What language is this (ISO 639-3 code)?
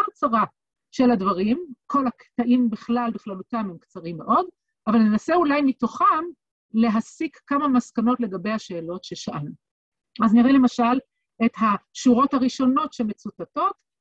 heb